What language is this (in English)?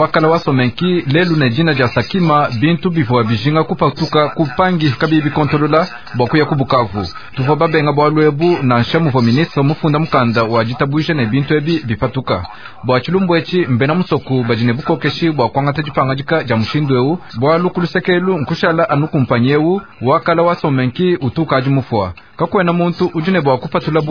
Luba-Lulua